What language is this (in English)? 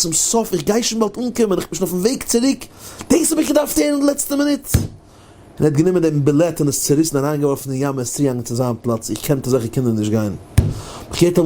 Yiddish